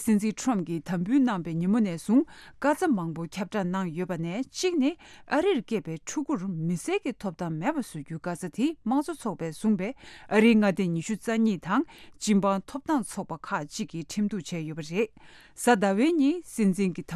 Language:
Tibetan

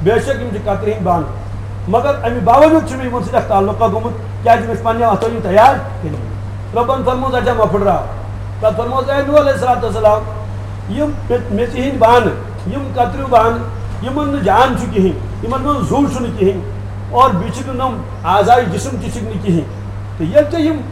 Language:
Kashmiri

